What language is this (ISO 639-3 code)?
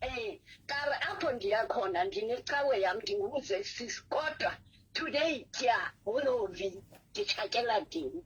sot